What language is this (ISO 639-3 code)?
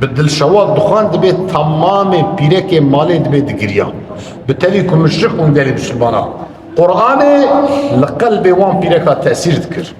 kur